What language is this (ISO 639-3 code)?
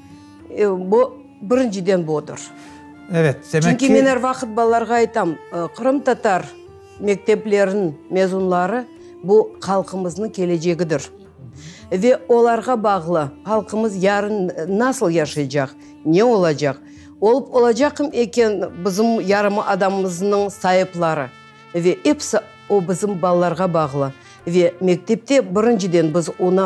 crh